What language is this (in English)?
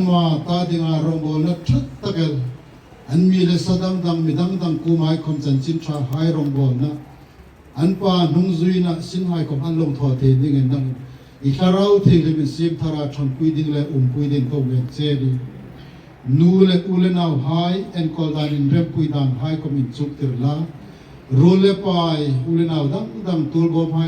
Hmar